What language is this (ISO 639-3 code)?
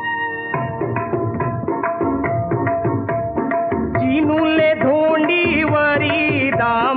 mar